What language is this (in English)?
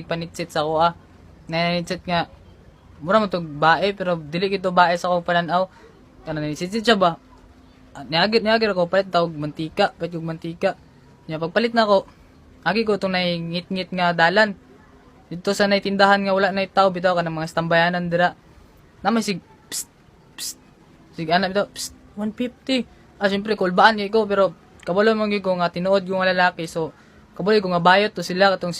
Cebuano